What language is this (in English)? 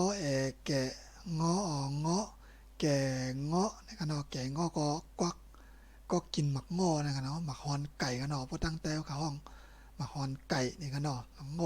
Shan